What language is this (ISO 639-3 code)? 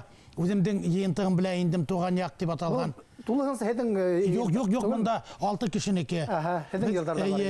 bak